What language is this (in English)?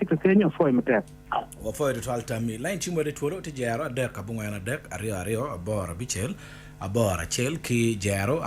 Acoli